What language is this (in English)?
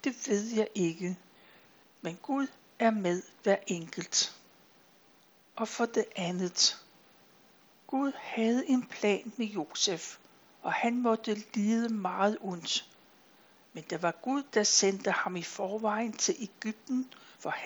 Danish